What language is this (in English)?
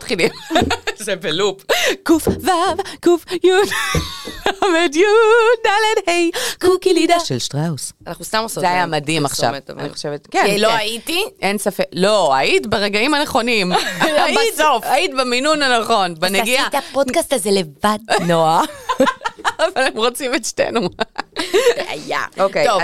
Hebrew